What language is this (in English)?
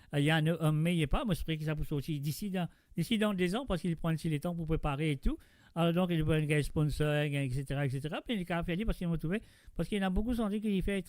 Morisyen